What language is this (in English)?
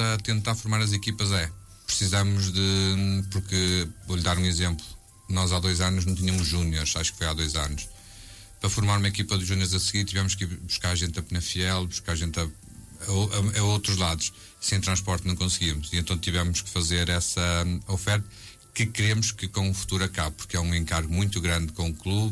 Portuguese